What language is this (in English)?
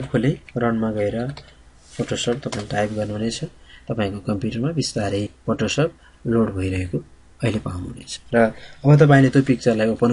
Nepali